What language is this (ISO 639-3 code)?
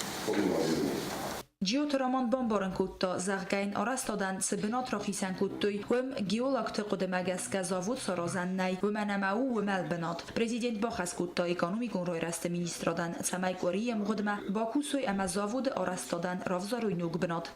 oss